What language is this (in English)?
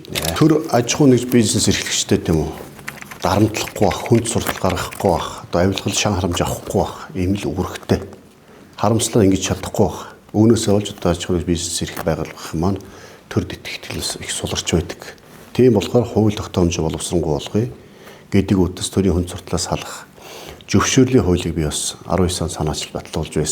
Mongolian